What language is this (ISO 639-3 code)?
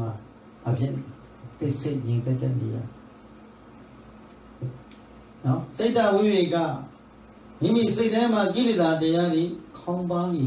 mya